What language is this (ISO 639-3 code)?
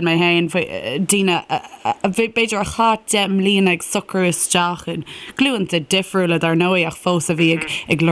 gle